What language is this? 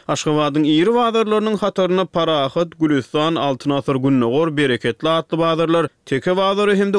Turkmen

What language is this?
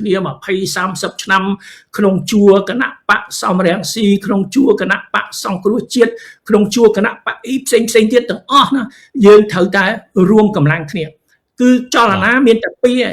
Khmer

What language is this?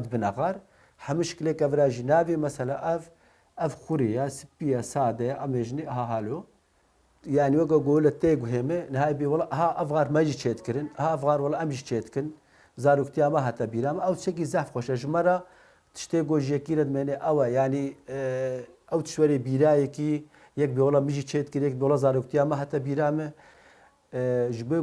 Kurdish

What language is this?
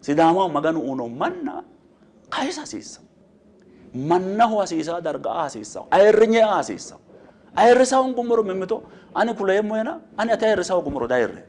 Sidamo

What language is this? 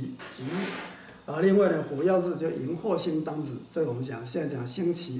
Chinese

